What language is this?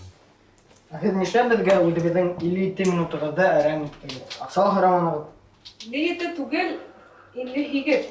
Bashkir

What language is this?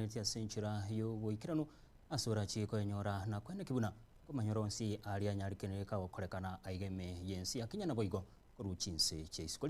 Gusii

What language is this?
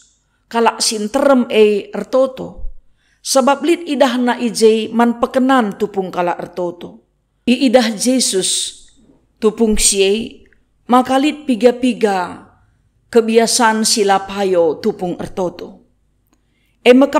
Batak Karo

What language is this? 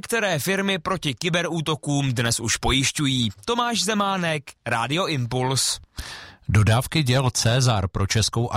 Czech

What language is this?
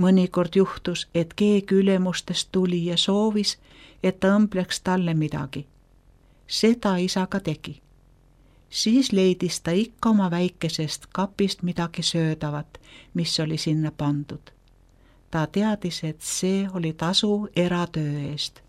Estonian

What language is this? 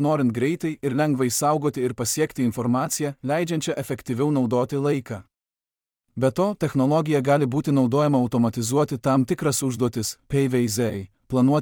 Lithuanian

